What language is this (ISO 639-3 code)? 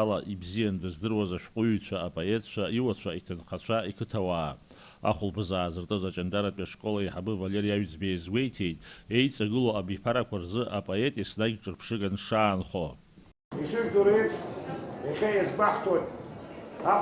abk